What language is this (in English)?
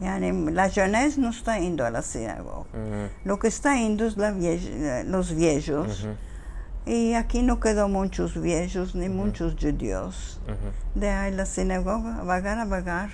Ladino